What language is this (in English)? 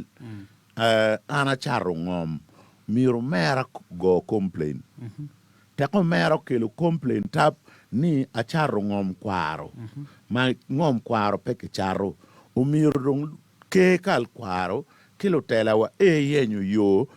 Acoli